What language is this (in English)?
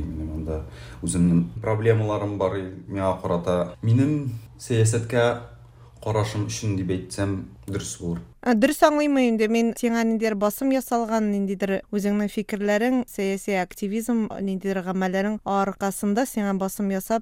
Tatar